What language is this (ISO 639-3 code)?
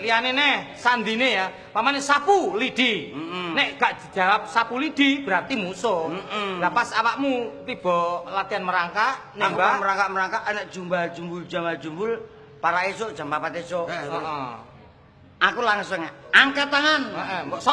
jav